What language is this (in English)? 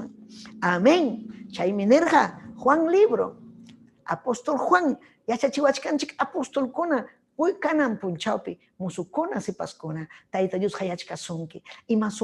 Ayacucho Quechua